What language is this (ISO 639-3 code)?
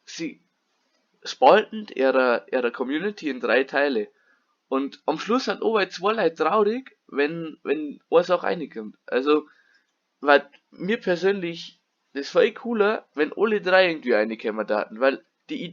bar